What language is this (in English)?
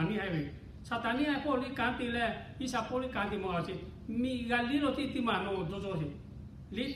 Lahu